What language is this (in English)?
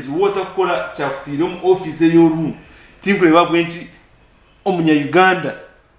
Nyankole